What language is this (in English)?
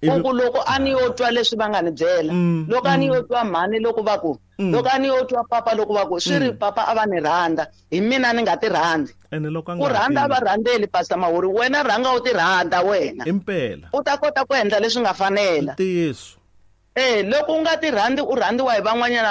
Tsonga